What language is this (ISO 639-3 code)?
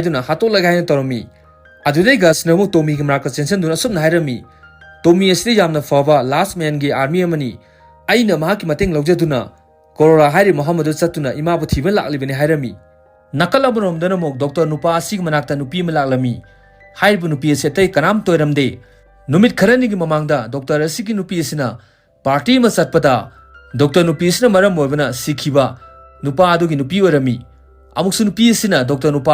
mni